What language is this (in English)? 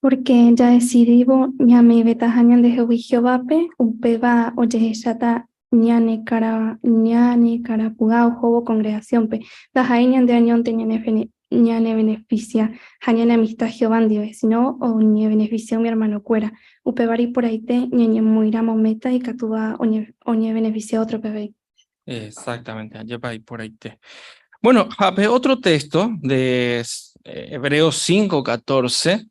Guarani